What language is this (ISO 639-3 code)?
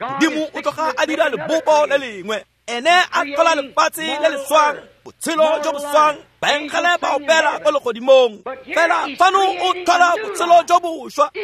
tsn